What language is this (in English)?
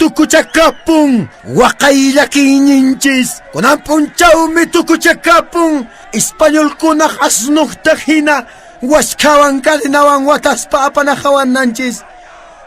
Quechua